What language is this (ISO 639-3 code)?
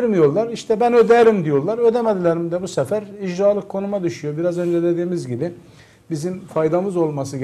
tur